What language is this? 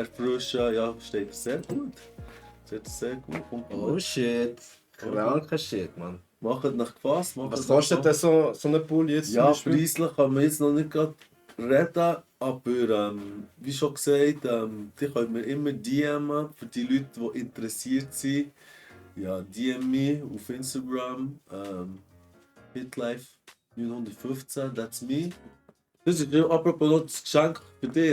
Swiss German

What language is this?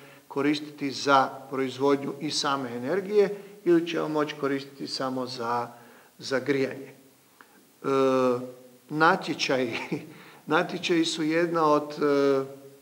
Croatian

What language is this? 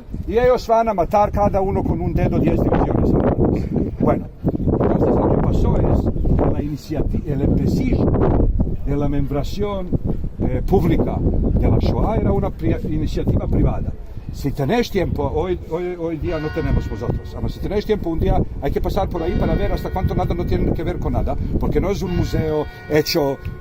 Ladino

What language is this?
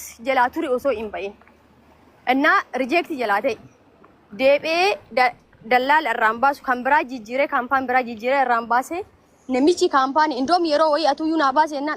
Oromo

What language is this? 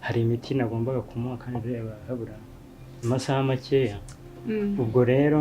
Kinyarwanda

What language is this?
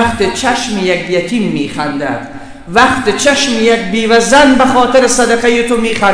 Persian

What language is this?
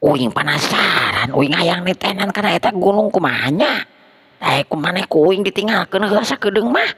Sundanese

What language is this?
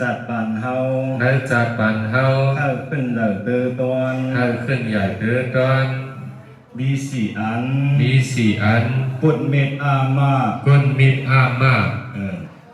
Shan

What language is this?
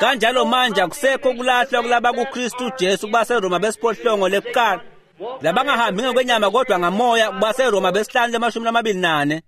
Swati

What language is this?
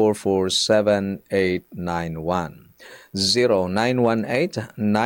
Filipino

